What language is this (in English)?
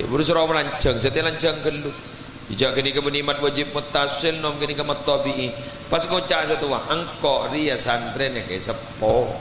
Madurese